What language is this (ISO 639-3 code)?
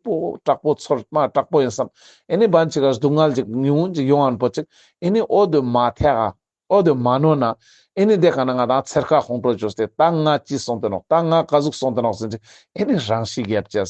lbj